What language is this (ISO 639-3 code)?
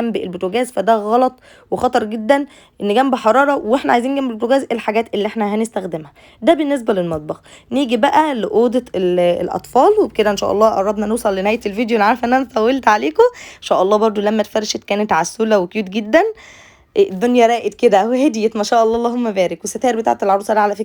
arz